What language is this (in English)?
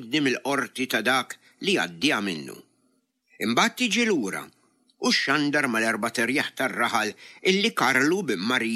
Maltese